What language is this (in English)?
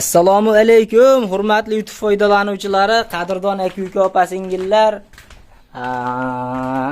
Uzbek